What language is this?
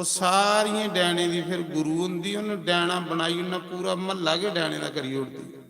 Dogri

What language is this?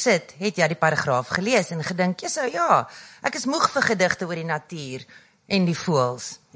Afrikaans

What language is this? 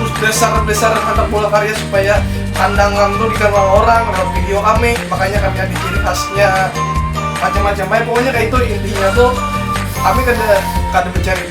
Banjar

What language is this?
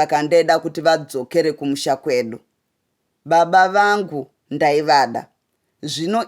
Shona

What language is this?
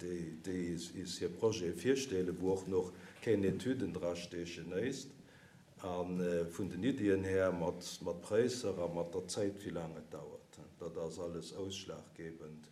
Luxembourgish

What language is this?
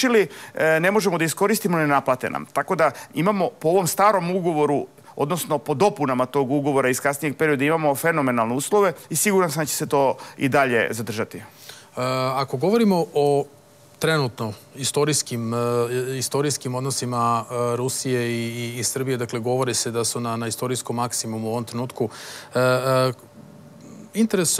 Serbian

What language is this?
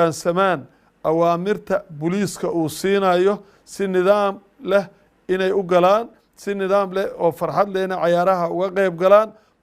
Somali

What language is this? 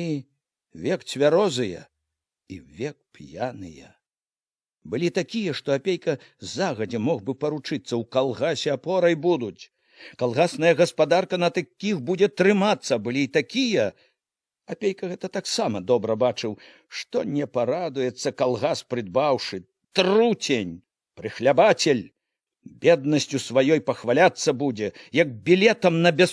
Belarusian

